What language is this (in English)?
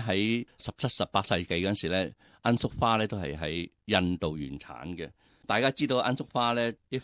Cantonese